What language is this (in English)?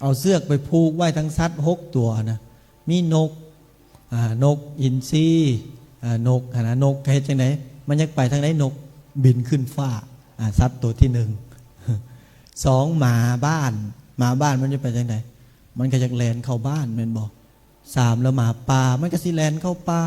Lao